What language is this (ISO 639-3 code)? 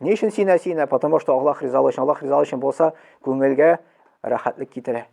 tat